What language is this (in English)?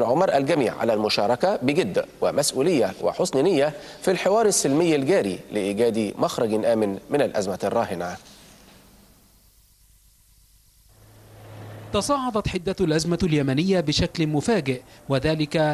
Arabic